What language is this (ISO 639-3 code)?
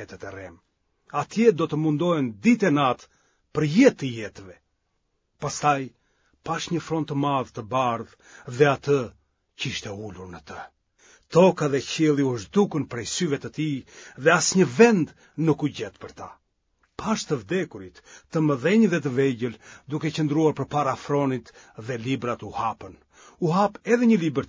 sqi